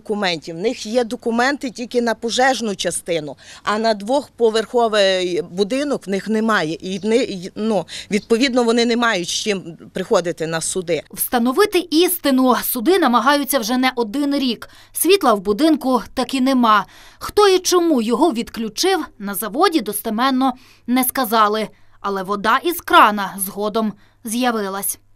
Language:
Ukrainian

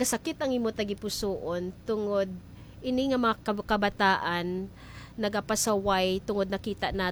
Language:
Hiligaynon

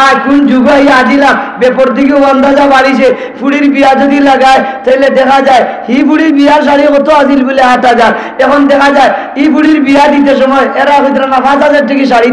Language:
Sylheti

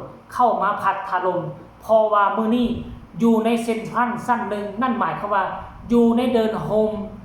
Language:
Northeastern Thai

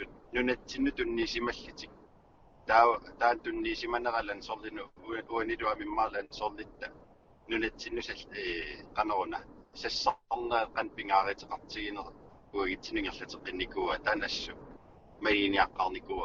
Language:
Kalaallisut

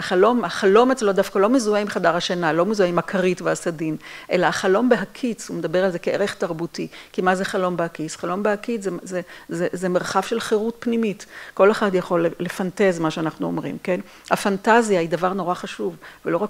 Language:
Hebrew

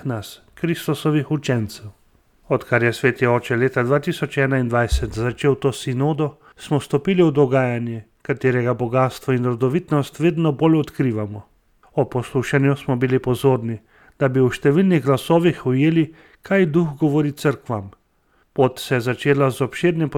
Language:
Slovenian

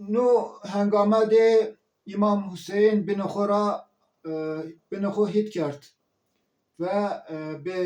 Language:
Zaza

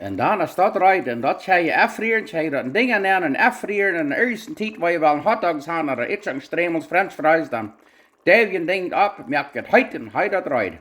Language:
Plautdietsch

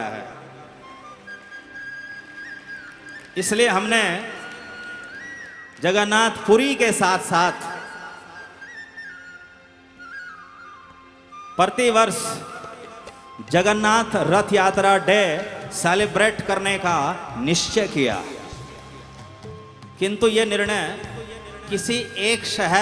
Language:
Hindi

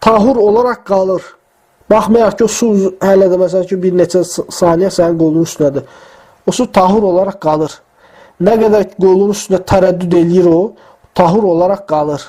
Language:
Azerbaijani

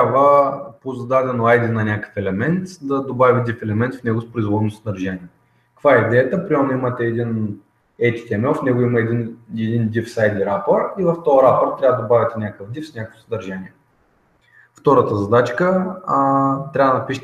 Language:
Bulgarian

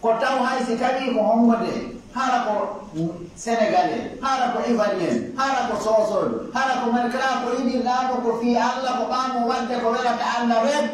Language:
Pular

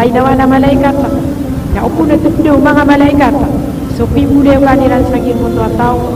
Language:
Maranao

